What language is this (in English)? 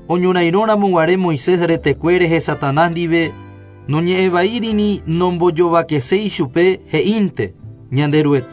Guarani